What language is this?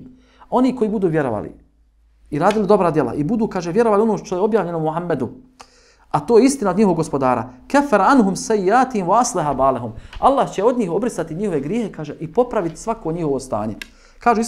Bosnian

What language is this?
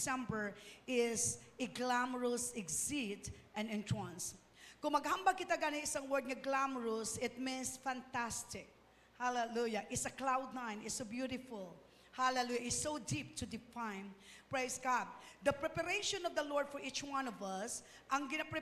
Hiligaynon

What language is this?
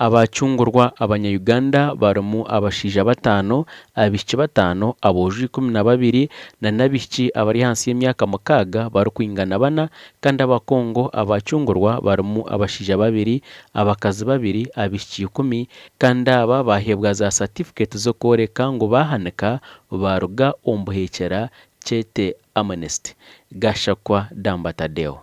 Nyankole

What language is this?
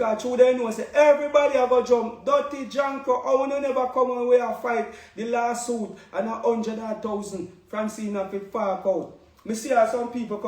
Jamaican Creole English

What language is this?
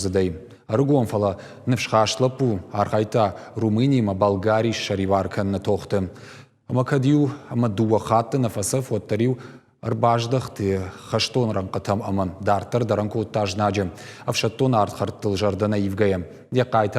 Ossetic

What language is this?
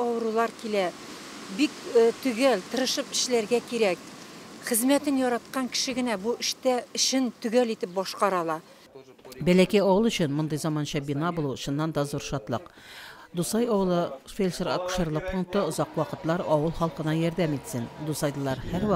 Tatar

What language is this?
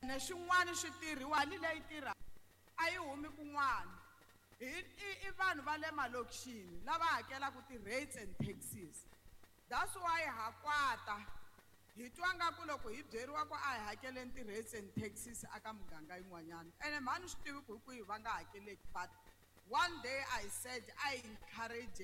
Tsonga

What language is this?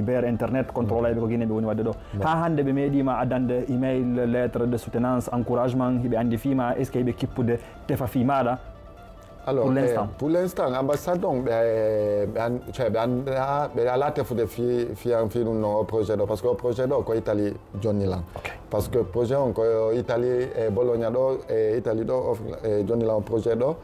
Fula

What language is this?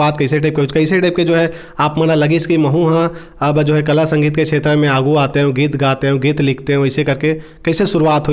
Chhattisgarhi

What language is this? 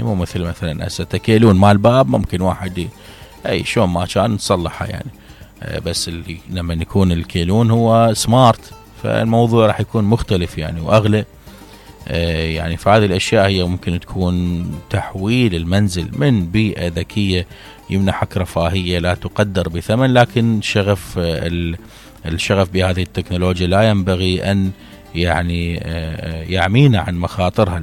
Mesopotamian Arabic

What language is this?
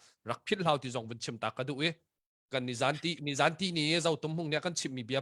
Hakha Chin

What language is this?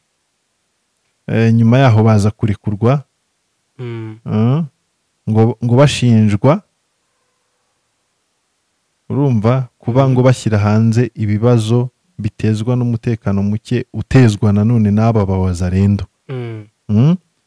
Kinyarwanda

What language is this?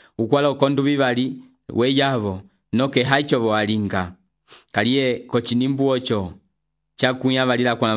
Umbundu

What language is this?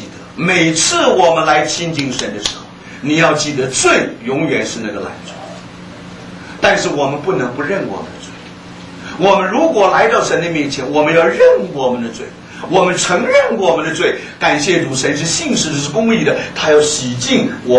Chinese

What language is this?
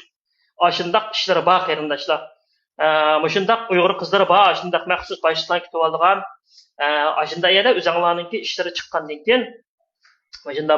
Uyghur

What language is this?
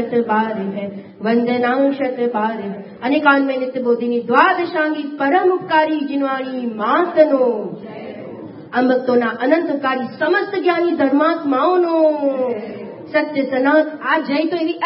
Gujarati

